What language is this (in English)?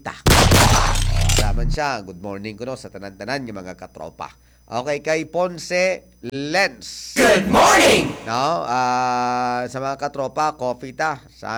Hiligaynon